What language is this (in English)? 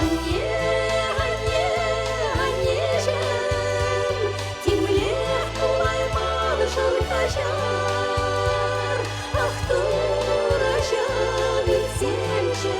Chuvash